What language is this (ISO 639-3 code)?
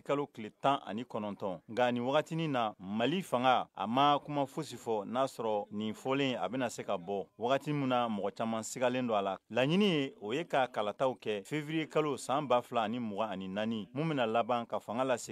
bam